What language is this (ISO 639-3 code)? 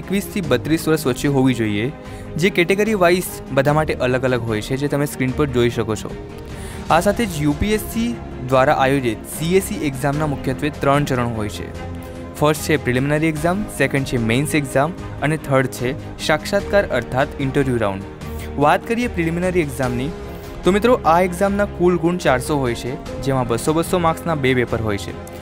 guj